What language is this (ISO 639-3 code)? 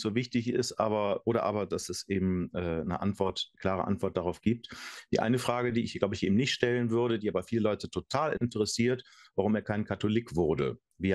gsw